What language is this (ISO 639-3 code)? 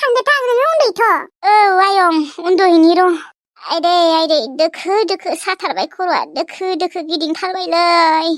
brx